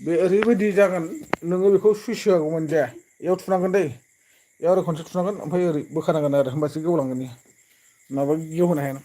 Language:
Bodo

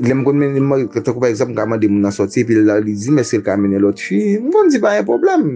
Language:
Haitian Creole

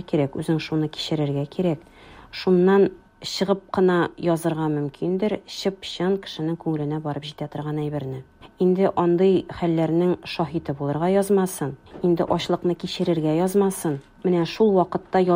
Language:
Tatar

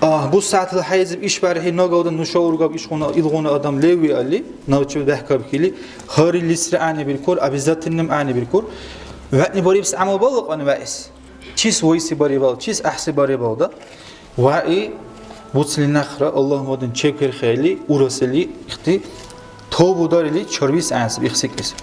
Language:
Dargwa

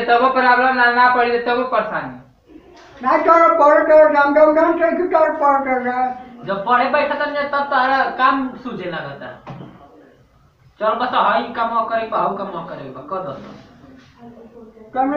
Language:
Bhojpuri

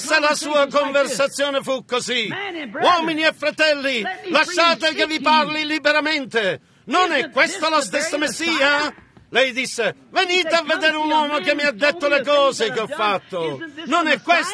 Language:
Italian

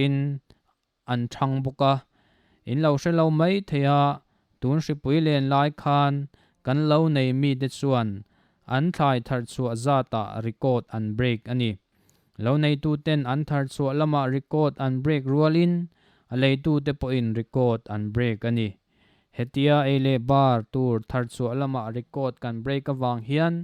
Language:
Mizo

